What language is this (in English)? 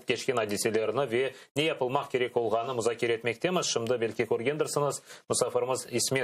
Crimean Tatar